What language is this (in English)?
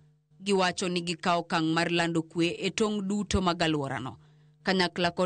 Luo (Kenya and Tanzania)